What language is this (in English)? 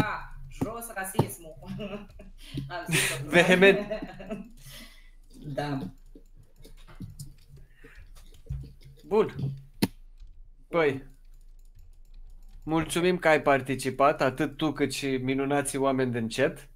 Romanian